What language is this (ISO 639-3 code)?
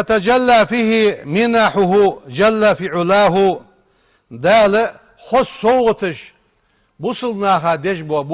inh